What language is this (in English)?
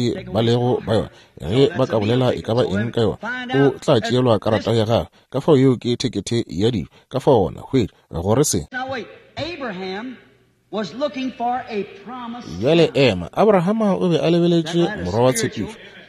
Northern Sotho